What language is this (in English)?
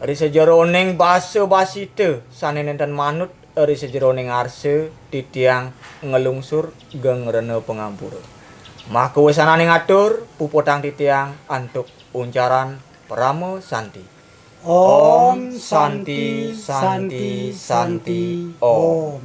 Balinese